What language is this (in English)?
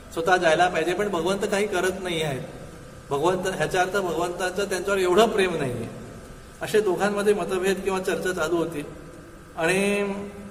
Marathi